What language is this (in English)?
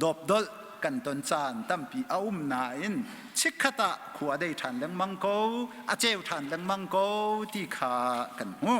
Hakha Chin